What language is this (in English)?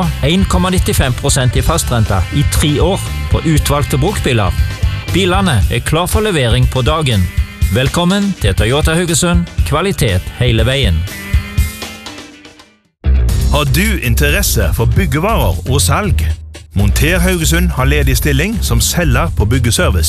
Norwegian